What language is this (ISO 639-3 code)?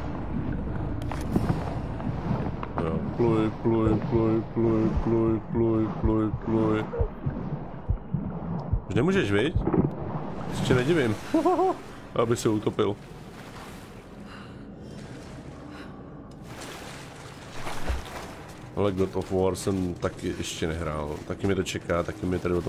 ces